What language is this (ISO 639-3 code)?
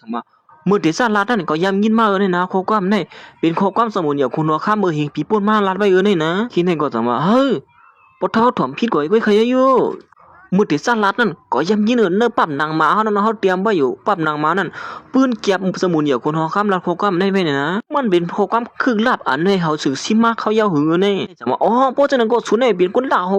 shn